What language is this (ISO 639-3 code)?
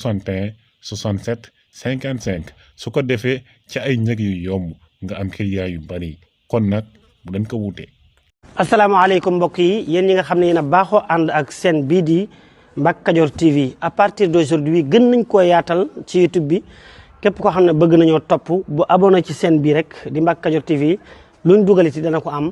wol